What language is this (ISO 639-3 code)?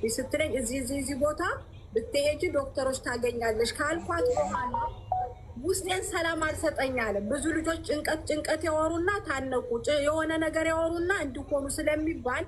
amh